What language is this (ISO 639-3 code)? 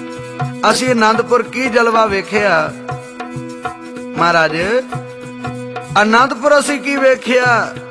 pan